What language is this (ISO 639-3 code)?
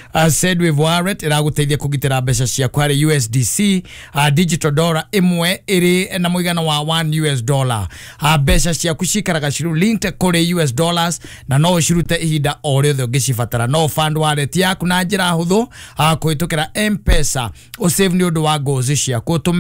kik